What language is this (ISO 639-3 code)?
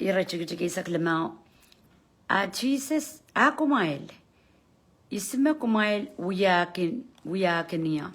pon